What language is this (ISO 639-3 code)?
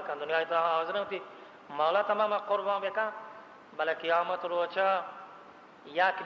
bal